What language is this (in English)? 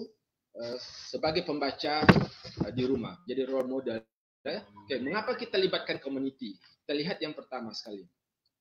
Malay